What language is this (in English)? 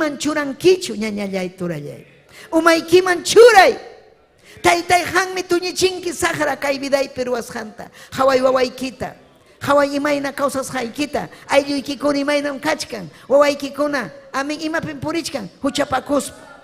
Ayacucho Quechua